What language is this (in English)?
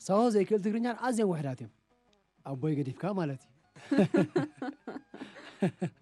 Tigrinya